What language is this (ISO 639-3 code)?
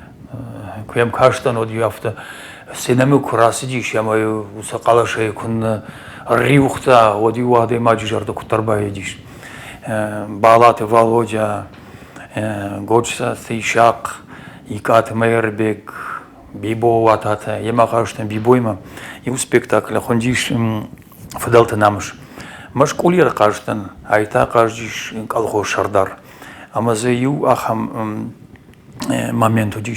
oss